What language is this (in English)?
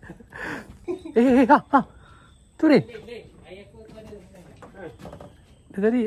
Malay